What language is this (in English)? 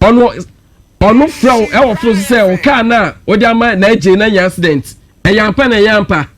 Akan